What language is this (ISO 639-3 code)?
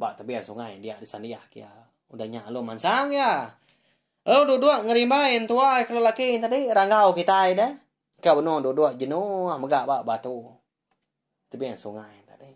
iba